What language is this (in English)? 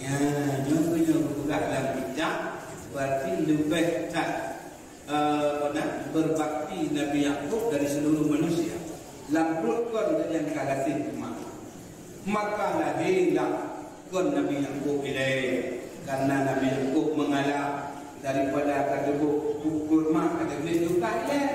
Achinese